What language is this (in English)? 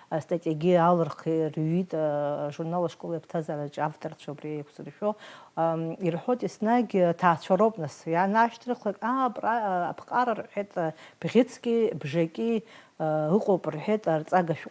Abkhazian